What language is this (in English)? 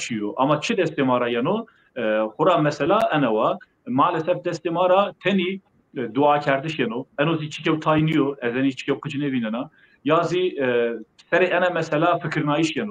Zaza